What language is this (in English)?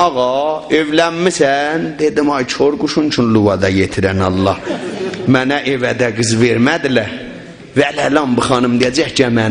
South Azerbaijani